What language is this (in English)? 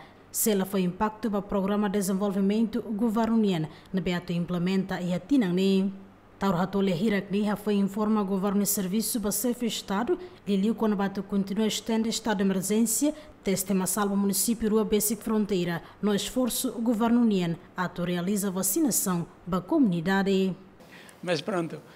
Tetum